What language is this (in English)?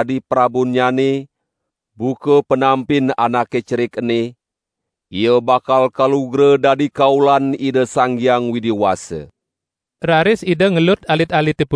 Balinese